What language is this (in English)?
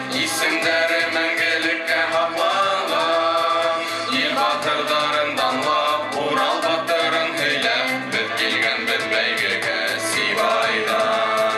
Bashkir